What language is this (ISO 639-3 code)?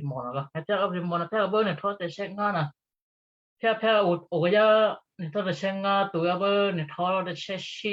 kyu